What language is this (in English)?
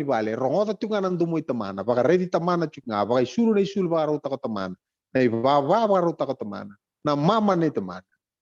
Fijian